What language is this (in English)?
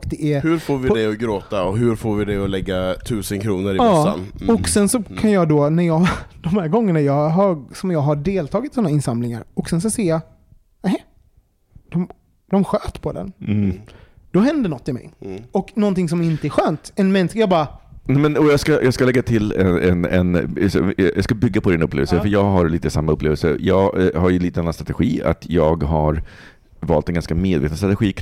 Swedish